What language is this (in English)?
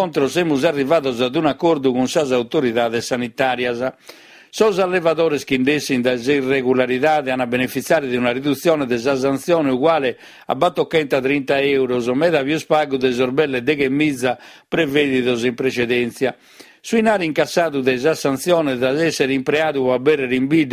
Sardinian